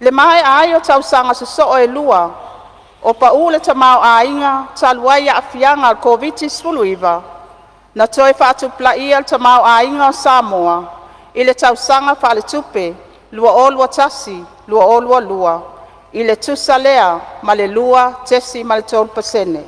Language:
Samoan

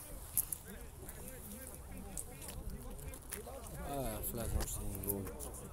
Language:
Bulgarian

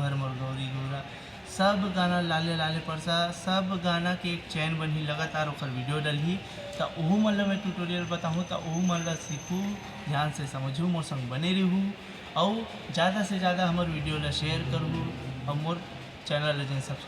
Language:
Chhattisgarhi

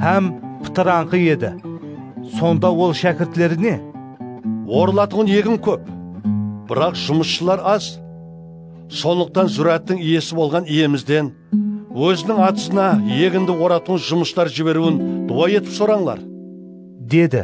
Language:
Kara-Kalpak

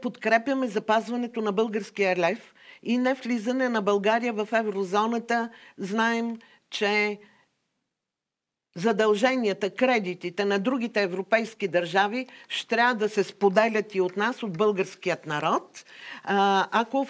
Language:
Bulgarian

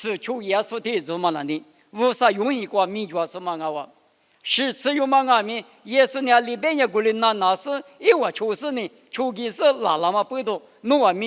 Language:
Lisu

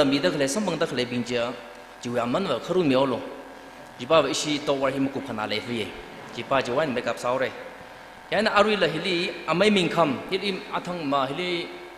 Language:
Tangkhul Naga (India)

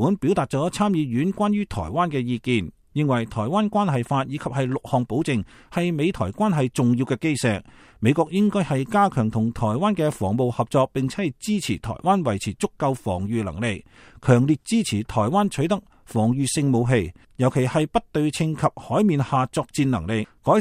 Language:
Cantonese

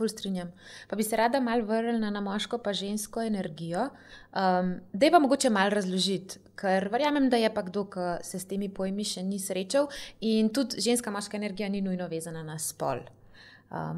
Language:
Slovenian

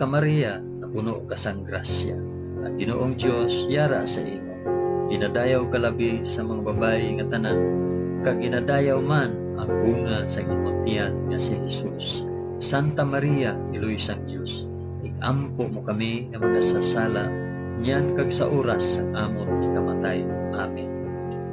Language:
Hiligaynon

